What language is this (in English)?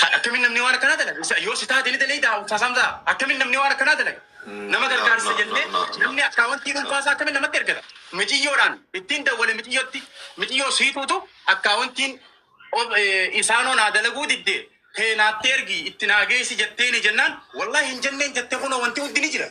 Oromo